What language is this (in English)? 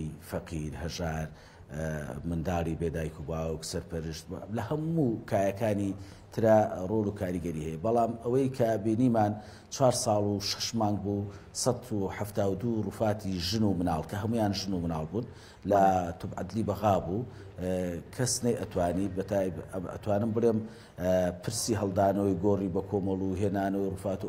Central Kurdish